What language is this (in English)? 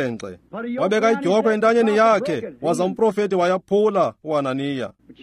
Xhosa